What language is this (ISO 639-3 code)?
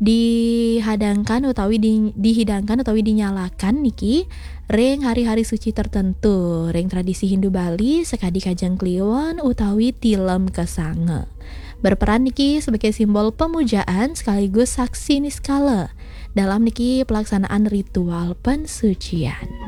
ban